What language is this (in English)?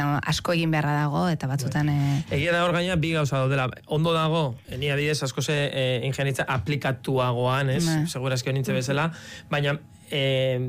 Basque